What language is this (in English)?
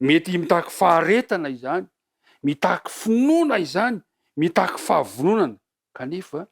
Malagasy